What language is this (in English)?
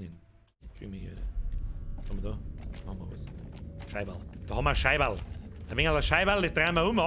Bavarian